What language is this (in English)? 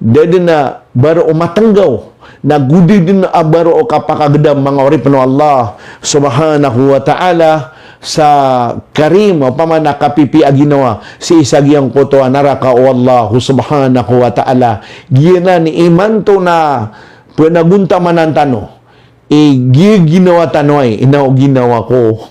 Maranao